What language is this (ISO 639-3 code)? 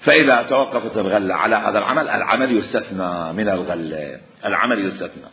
acm